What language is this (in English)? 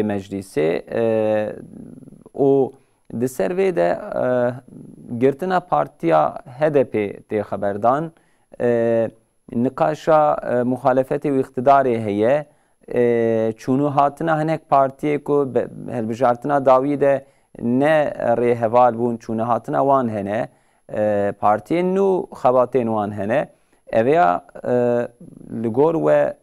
Kurdish